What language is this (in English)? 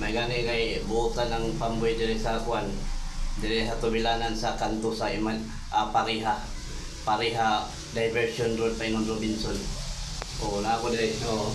Cebuano